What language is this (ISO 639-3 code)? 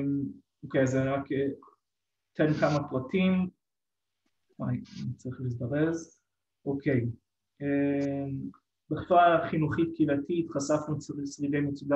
heb